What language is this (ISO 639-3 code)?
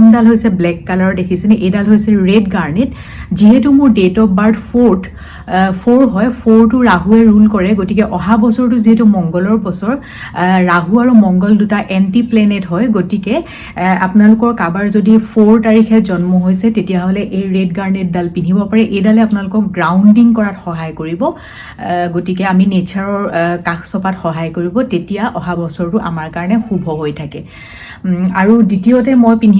asm